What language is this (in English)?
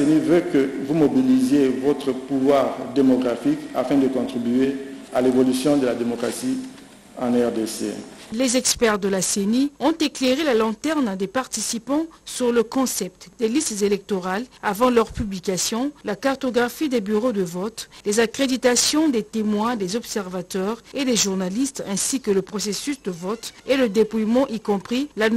French